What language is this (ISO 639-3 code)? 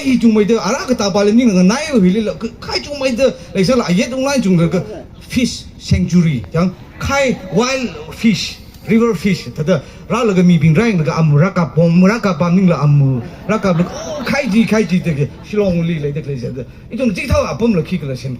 nmf